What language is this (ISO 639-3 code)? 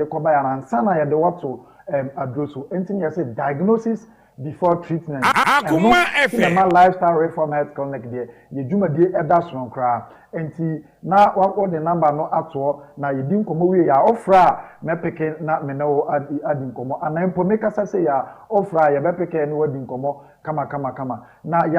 aka